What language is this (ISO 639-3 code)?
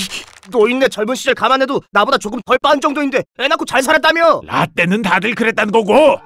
kor